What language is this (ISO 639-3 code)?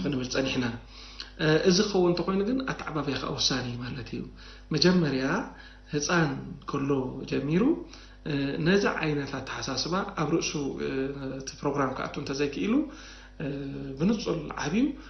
tir